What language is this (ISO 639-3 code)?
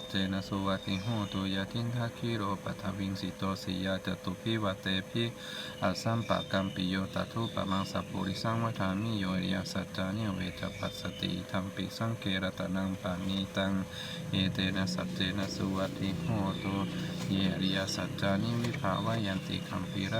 pli